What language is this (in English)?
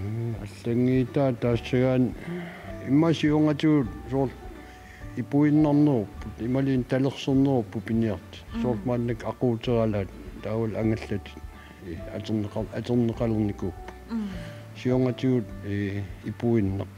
Kalaallisut